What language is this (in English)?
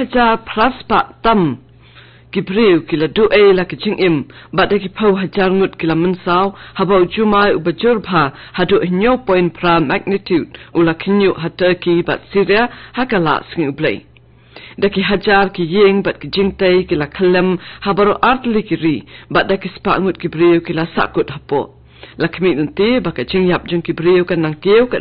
Khasi